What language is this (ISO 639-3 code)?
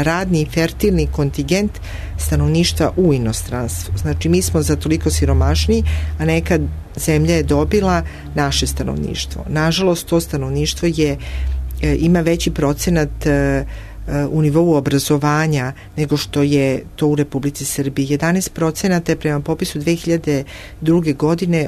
srp